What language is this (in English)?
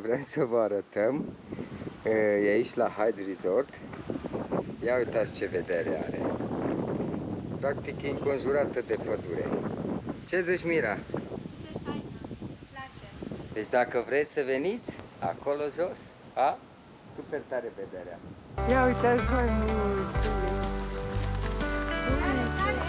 Romanian